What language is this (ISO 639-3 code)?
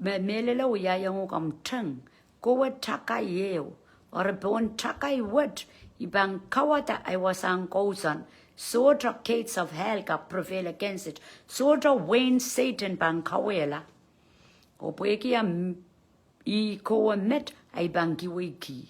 pon